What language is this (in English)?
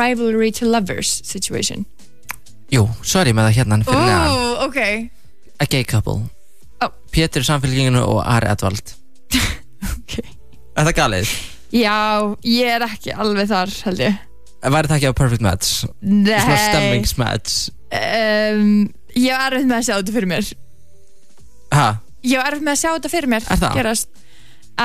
Icelandic